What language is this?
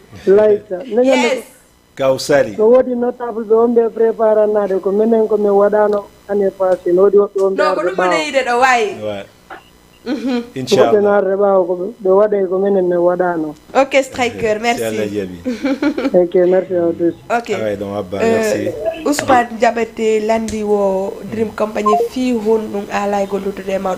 Fula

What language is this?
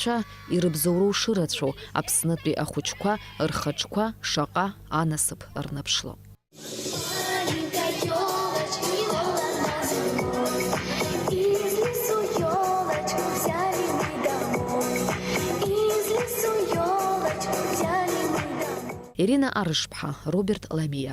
Abkhazian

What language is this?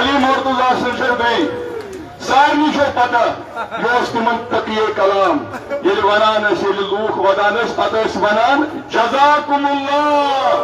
Kashmiri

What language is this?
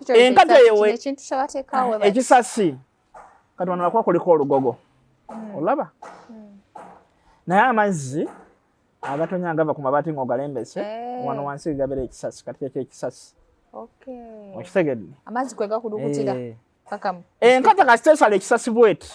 Ganda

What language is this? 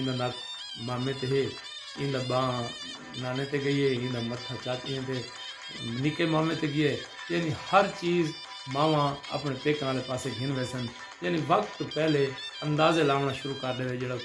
Saraiki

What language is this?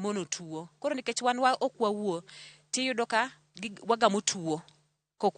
Luo (Kenya and Tanzania)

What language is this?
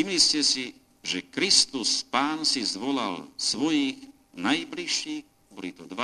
Slovak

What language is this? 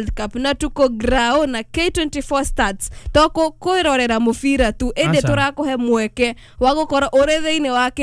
Kikuyu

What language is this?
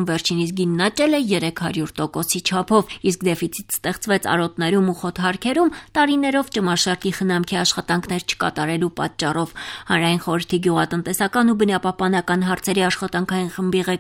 Armenian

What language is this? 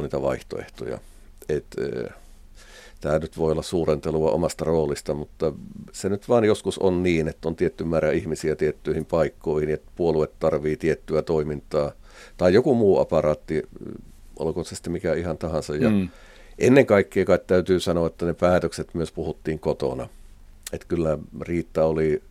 Finnish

